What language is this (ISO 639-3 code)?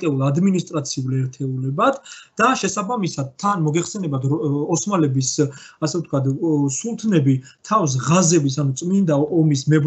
kat